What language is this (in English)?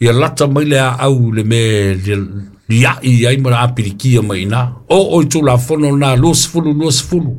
Samoan